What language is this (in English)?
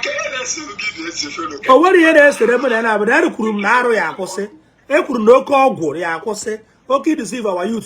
Igbo